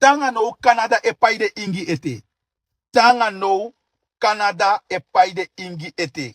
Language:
Sranan Tongo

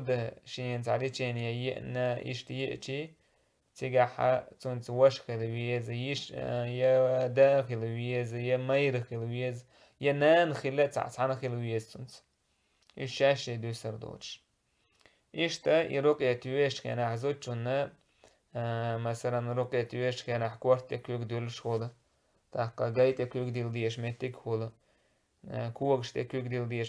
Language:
Chechen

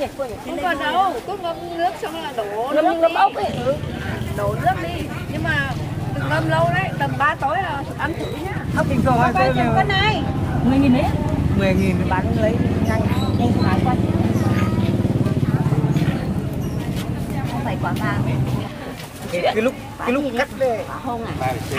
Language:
Vietnamese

